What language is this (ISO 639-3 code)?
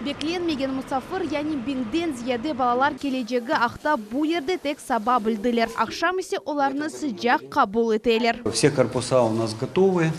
crh